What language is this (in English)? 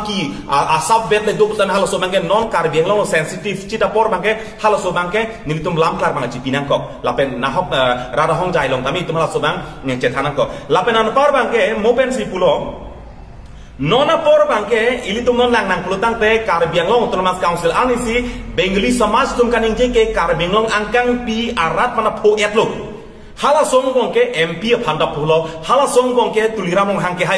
Karbi